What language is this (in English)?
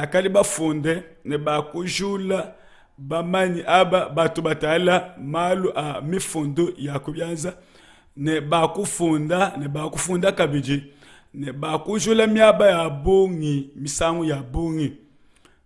Luba-Lulua